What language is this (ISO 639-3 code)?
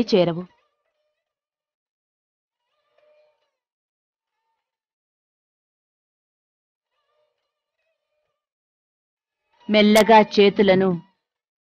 tel